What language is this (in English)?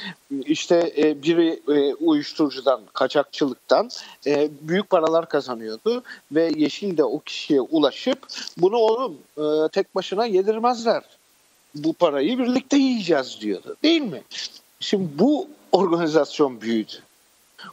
Turkish